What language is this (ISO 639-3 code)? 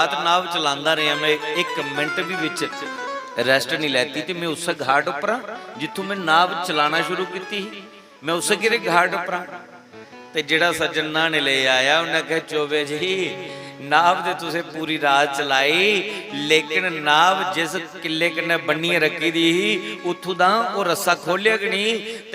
doi